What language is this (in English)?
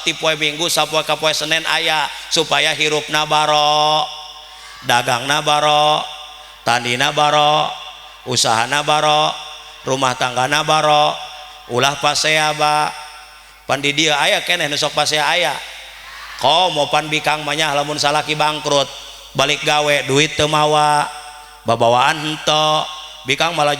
Sundanese